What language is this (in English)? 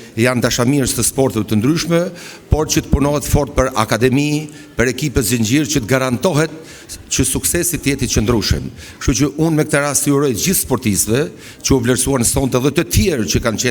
Albanian